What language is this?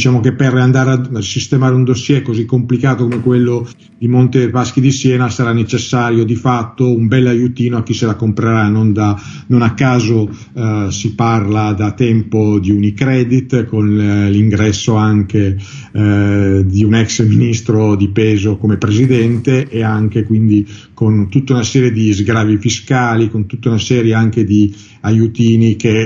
Italian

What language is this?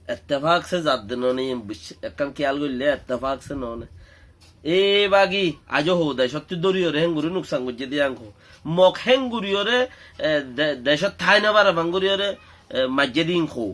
Rohingya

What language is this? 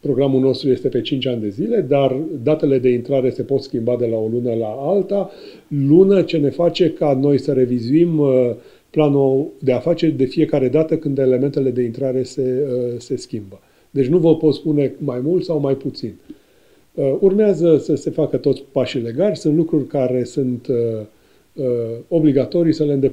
Romanian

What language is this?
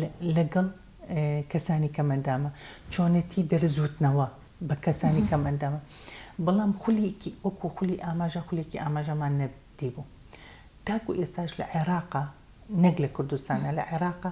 Central Kurdish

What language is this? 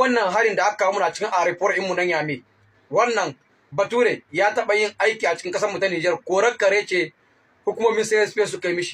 Hausa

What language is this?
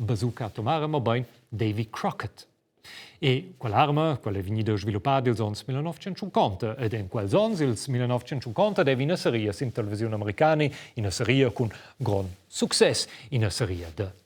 Romansh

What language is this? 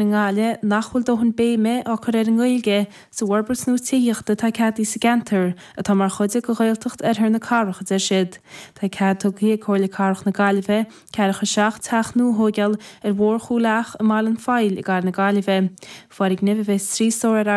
Irish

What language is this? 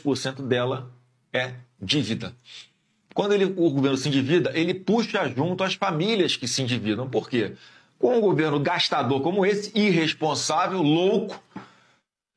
Portuguese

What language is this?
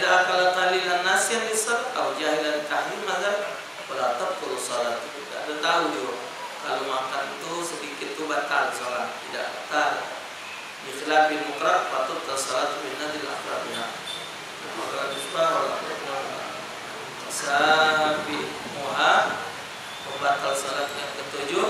Musi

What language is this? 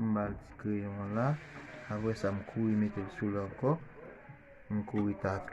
Haitian Creole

